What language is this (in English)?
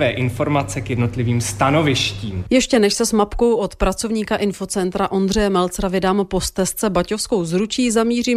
Czech